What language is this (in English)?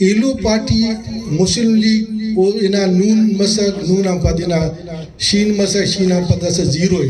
Brahui